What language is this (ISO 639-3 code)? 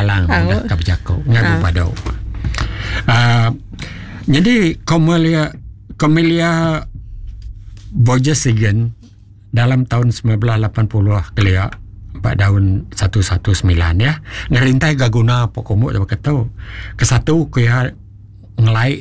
iba